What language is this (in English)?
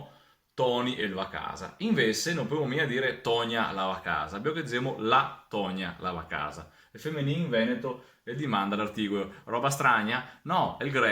Venetian